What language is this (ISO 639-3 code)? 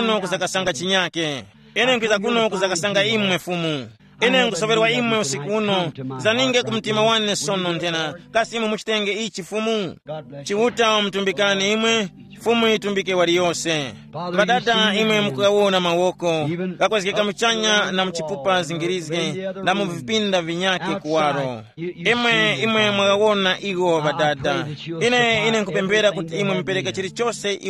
tum